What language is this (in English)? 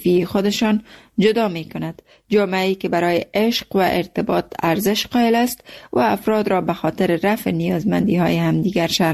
Persian